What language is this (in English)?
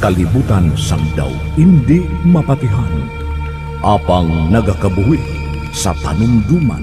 Hiligaynon